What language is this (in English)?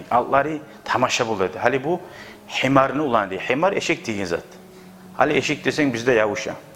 Kumyk